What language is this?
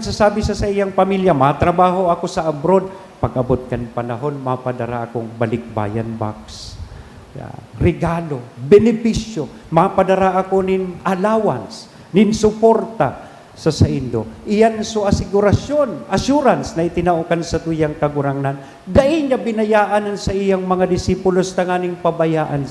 Bikol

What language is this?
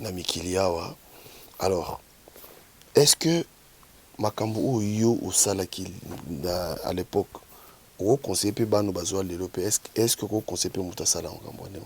Lingala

